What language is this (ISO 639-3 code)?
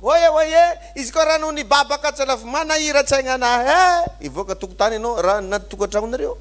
mlg